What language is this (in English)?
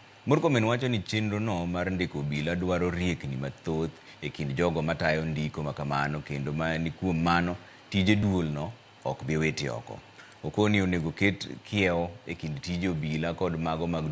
Luo (Kenya and Tanzania)